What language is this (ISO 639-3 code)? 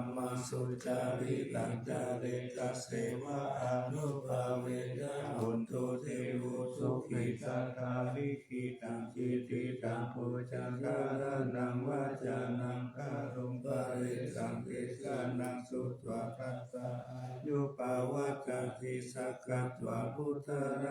pli